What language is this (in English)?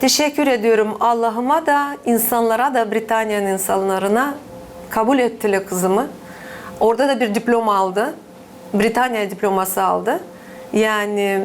Gagauz